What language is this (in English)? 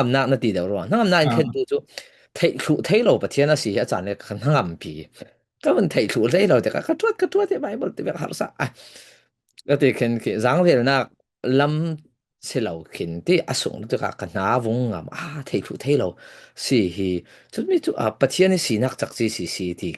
Falam Chin